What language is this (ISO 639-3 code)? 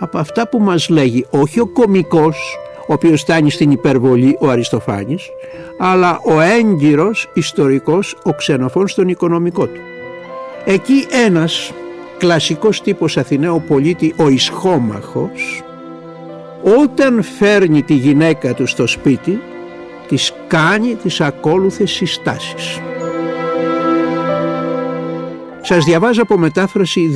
ell